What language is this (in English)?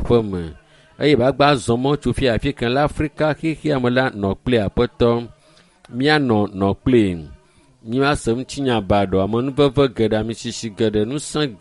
Ewe